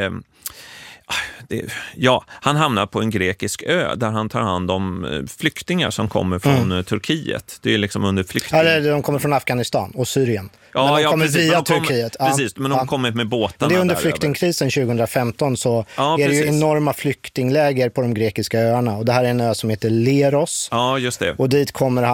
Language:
Swedish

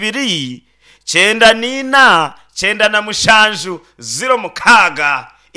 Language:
Nyankole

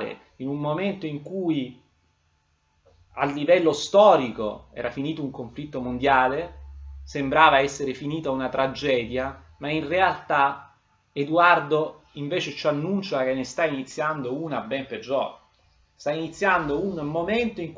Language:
Italian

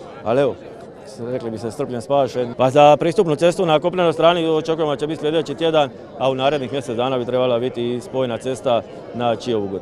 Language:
Croatian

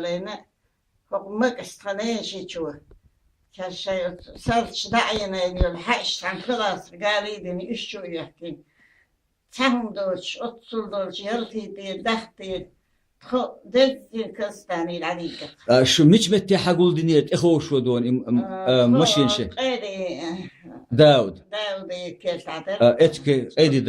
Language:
Chechen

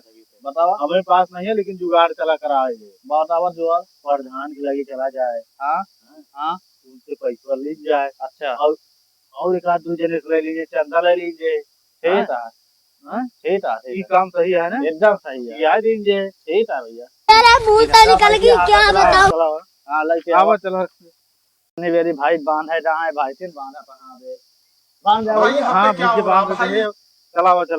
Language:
Awadhi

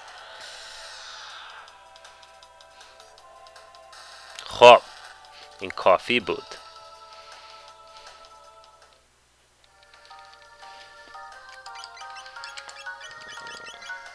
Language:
Persian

